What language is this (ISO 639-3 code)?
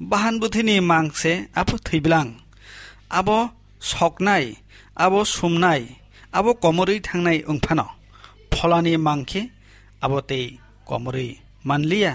trp